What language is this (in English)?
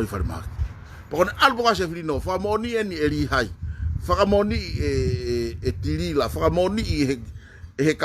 Tongan